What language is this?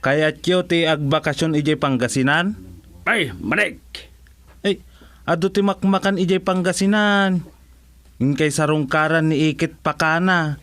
Iloko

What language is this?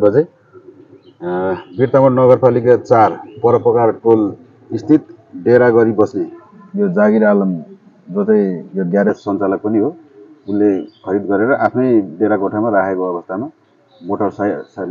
Nepali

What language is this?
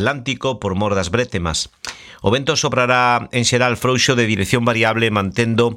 Galician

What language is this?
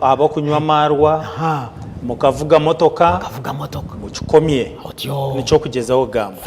Nyankole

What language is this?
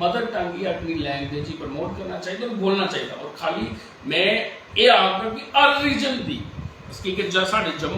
Dogri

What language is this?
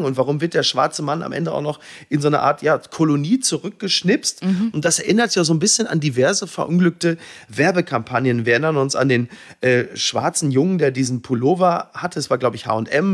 German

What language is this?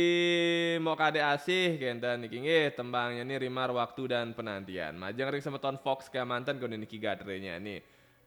Balinese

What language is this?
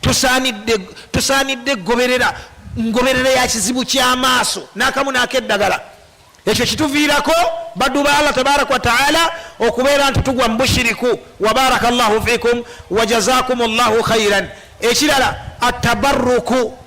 Ganda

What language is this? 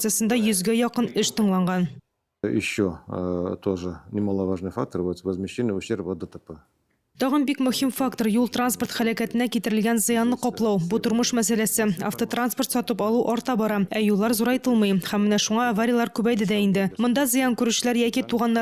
Tatar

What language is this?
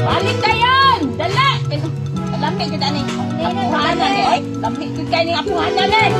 Cebuano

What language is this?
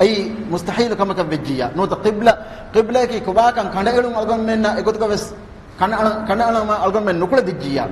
Divehi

